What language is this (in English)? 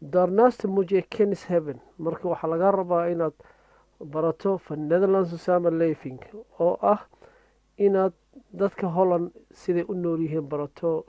Somali